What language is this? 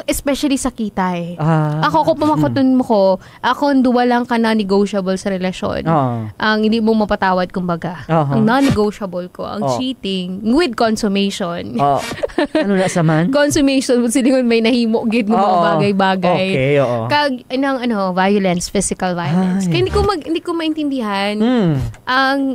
Hiligaynon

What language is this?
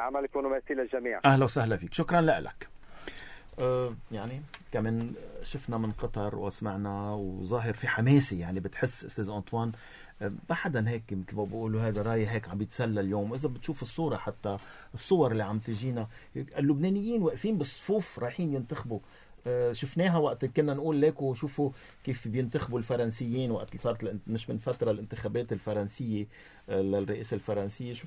North Levantine Arabic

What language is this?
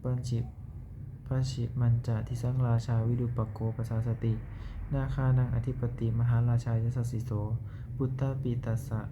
Pali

